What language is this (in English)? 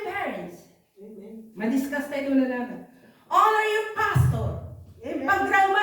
Iloko